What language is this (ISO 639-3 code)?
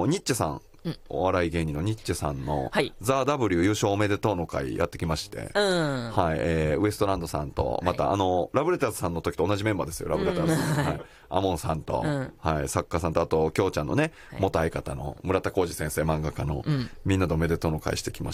jpn